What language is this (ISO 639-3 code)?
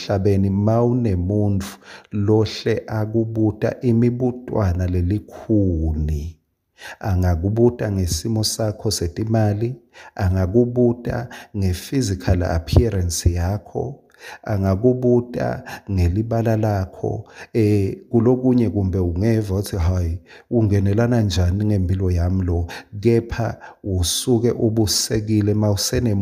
ssw